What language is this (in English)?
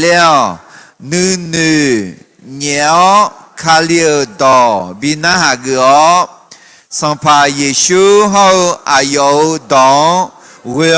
Akha